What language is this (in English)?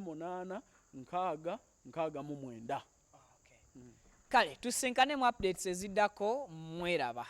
Ganda